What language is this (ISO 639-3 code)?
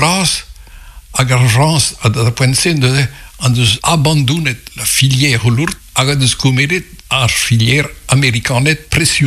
bre